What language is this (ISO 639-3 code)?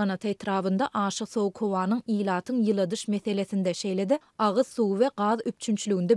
tuk